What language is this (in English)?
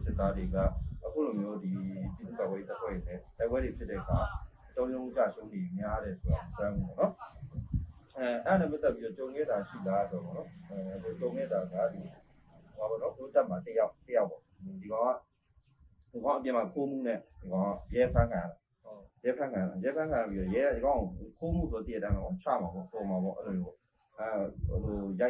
Burmese